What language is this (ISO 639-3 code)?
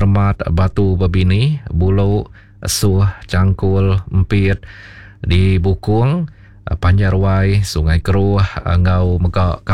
iba